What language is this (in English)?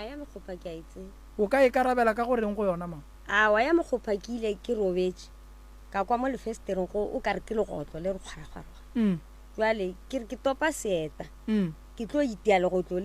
Northern Sotho